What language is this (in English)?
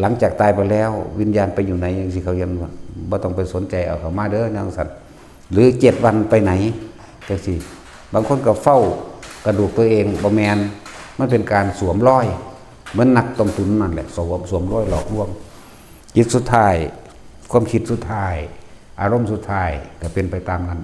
Northeastern Thai